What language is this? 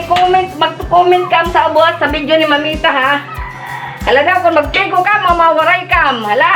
Waray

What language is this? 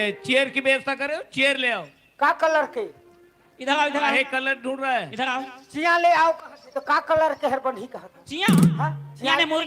Chhattisgarhi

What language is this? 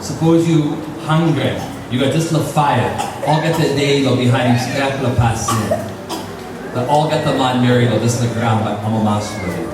Tok Pisin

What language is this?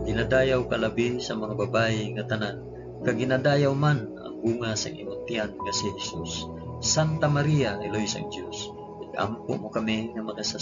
Hiligaynon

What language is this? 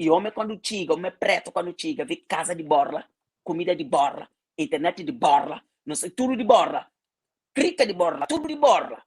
Kabuverdianu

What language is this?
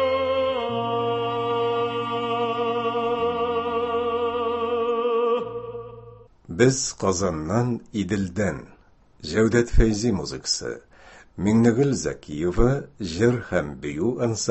Tatar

